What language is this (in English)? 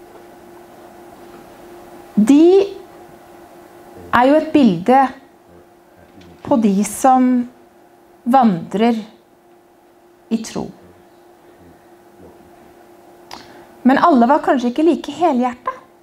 Norwegian